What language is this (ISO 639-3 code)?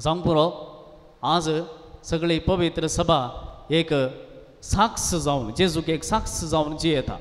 kok